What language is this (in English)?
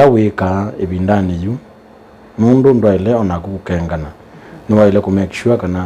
Kamba